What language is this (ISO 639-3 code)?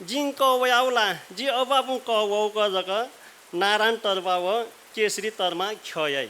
new